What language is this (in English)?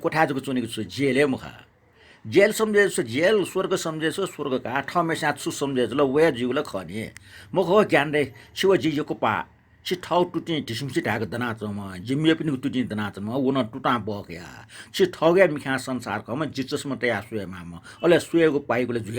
Newari